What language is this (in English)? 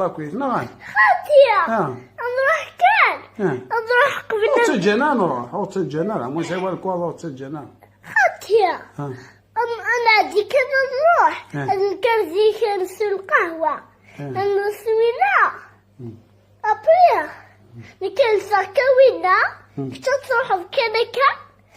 Kabyle